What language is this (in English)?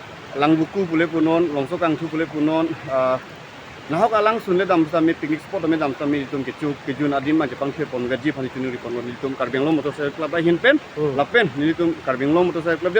Karbi